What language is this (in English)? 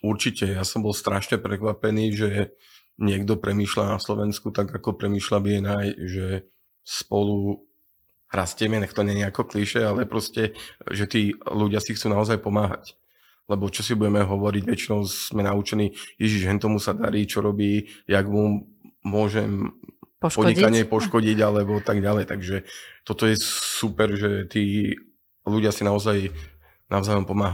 Slovak